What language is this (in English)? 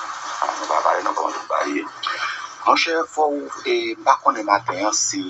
Haitian Creole